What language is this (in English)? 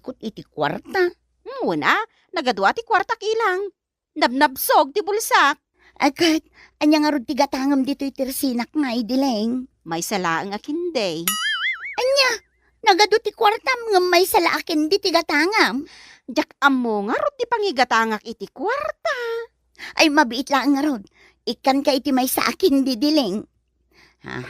Iloko